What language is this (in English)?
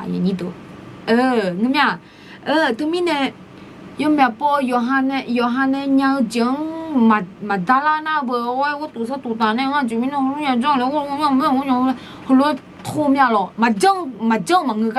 Akha